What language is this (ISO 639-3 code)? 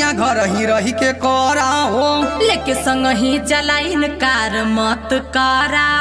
bho